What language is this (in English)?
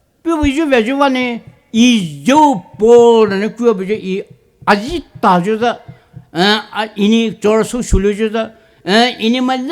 Poumei Naga